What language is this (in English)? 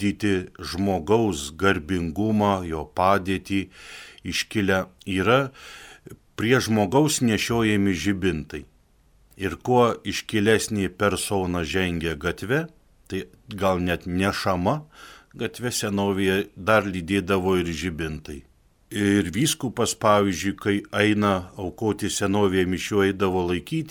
Lithuanian